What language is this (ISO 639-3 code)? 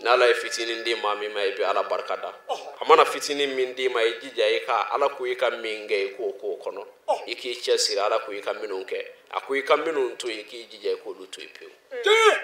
bam